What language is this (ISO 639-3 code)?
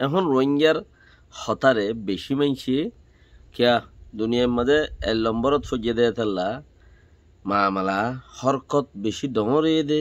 rhg